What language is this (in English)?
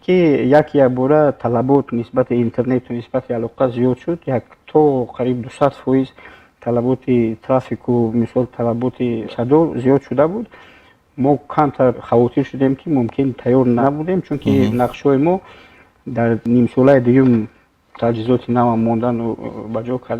Tajik